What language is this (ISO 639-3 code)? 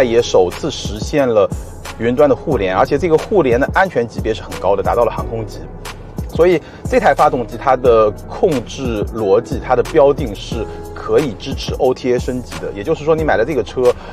zho